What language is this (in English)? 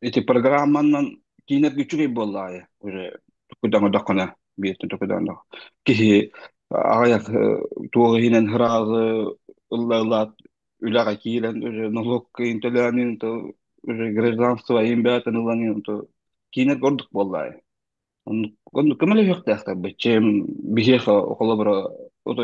Yakut